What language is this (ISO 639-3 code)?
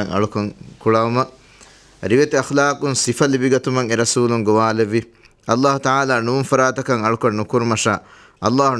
div